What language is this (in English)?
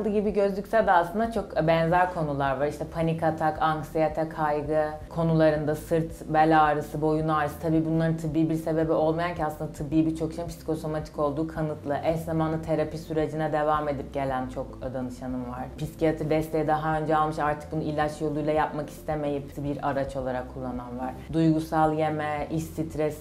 Turkish